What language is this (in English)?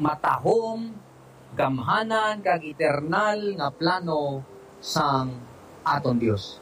Hiligaynon